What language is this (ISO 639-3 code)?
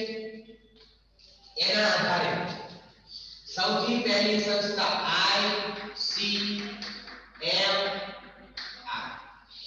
guj